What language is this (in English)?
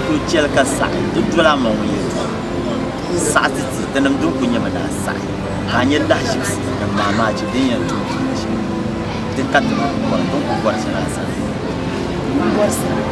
Dagbani